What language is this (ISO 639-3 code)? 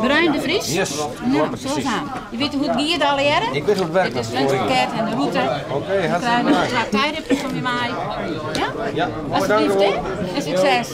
fry